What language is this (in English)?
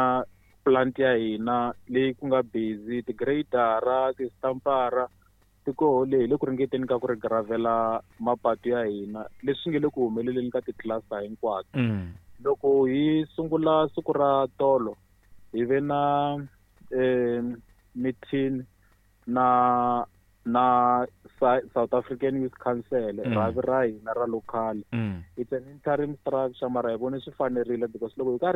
Tsonga